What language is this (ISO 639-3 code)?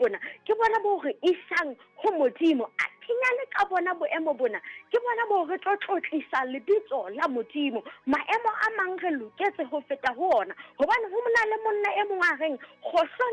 sot